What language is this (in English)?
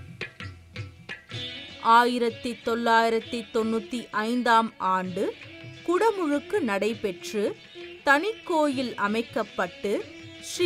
Tamil